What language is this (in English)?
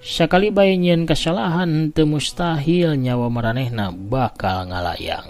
Sundanese